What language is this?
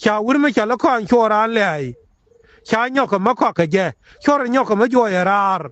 Nuer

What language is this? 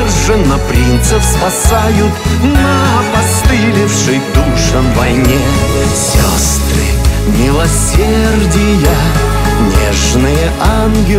Russian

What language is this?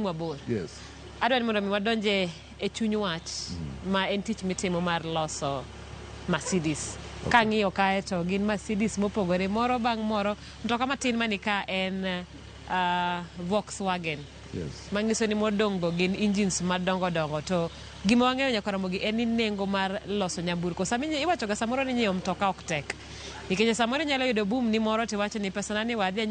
Luo (Kenya and Tanzania)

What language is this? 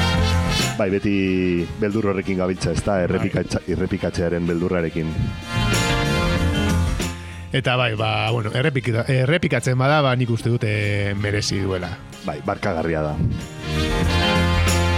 Basque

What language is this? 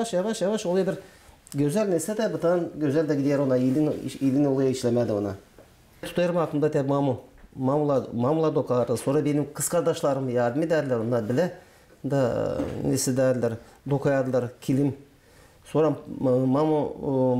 Gagauz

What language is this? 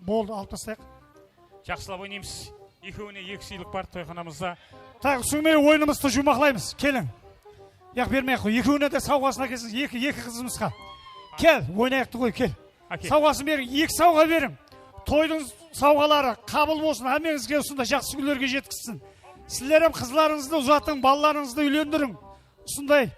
Kara-Kalpak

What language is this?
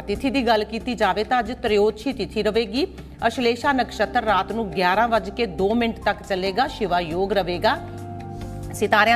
Punjabi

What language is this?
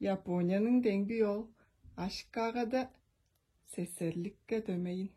Tuvinian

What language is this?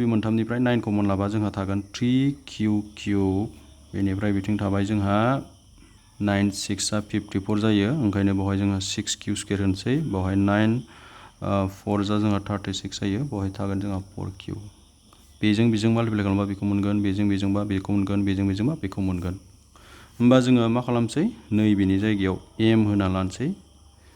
Bodo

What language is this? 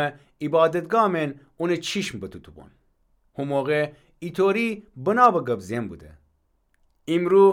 Gilaki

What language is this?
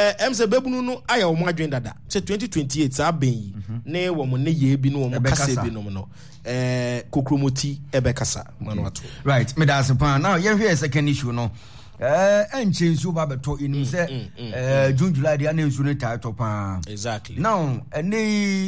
Akan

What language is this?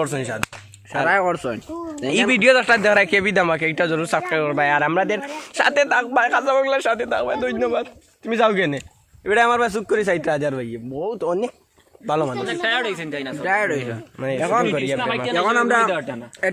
Sylheti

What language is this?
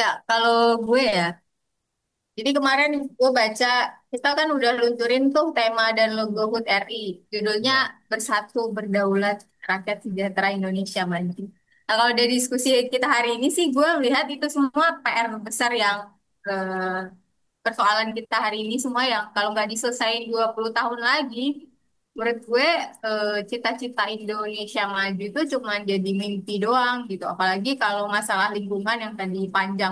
Indonesian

